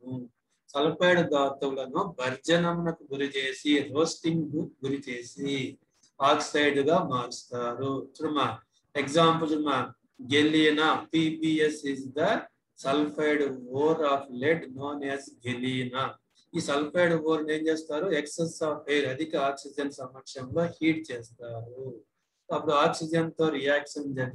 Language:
Telugu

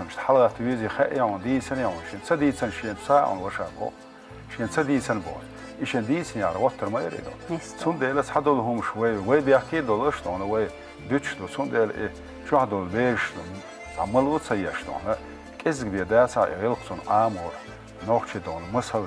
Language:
Chechen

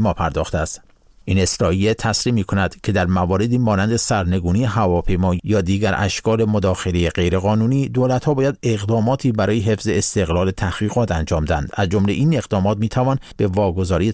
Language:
Persian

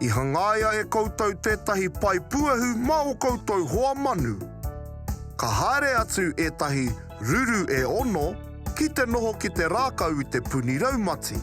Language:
Māori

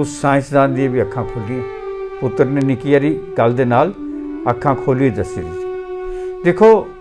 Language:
Dogri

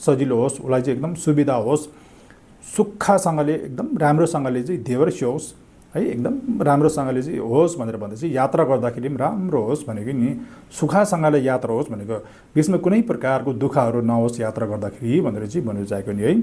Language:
Nepali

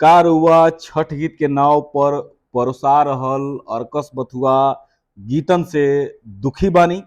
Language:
Bhojpuri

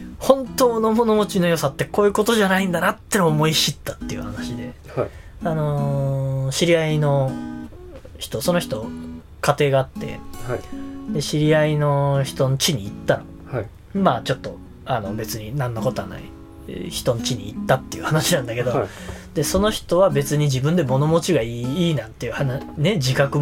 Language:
Japanese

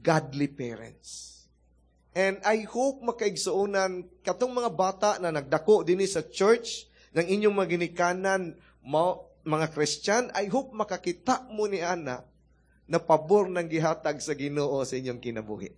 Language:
Cebuano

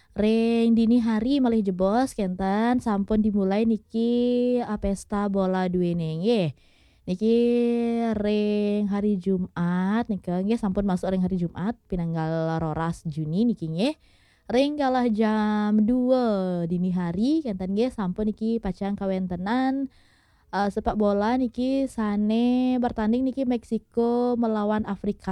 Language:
Balinese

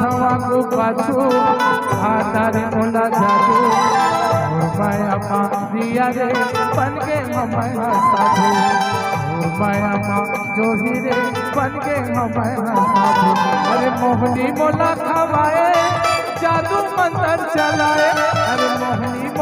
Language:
Chhattisgarhi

